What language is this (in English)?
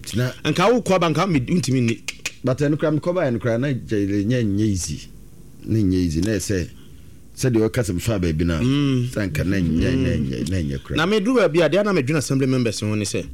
Akan